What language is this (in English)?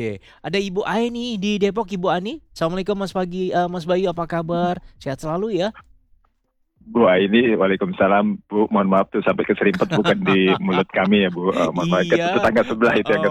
Indonesian